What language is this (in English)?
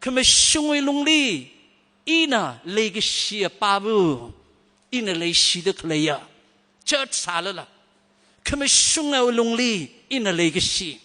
Tangkhul Naga (India)